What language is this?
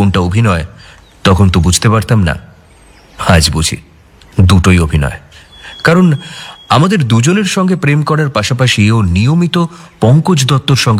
Bangla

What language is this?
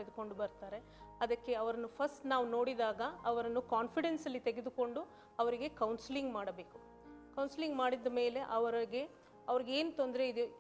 Kannada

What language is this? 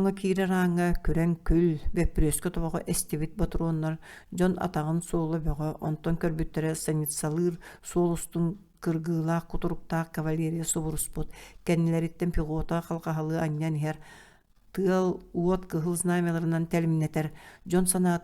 Yakut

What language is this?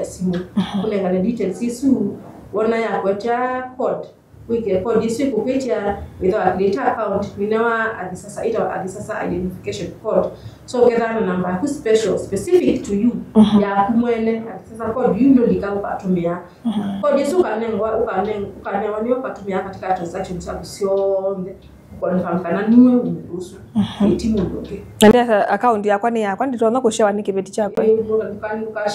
Kamba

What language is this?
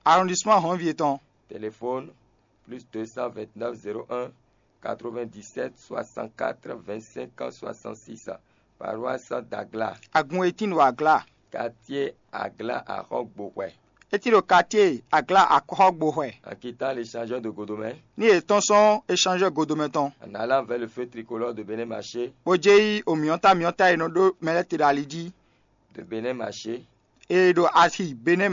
Fon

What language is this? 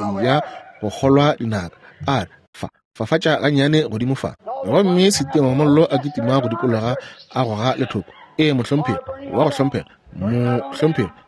Northern Sotho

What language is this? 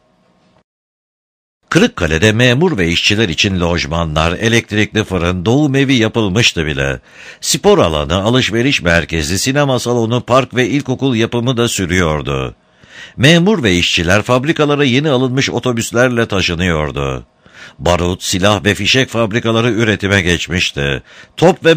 Turkish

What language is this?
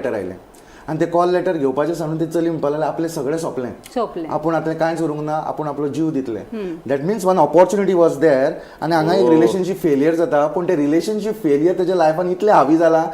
Konkani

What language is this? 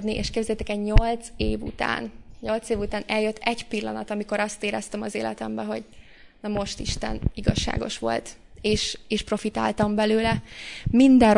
Hungarian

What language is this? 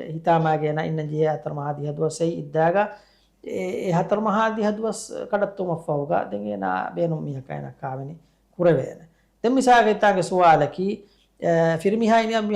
Divehi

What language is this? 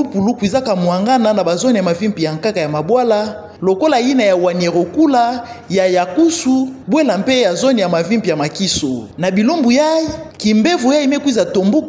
Kituba (Democratic Republic of Congo)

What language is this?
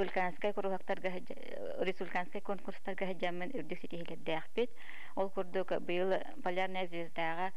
Yakut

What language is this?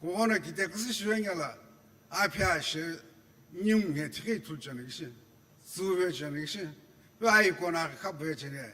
Sumi Naga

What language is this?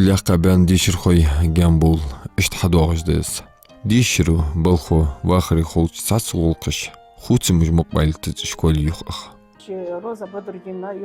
Ingush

